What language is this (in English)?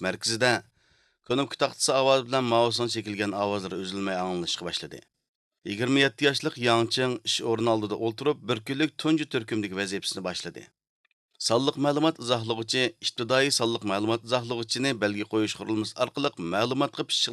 Uyghur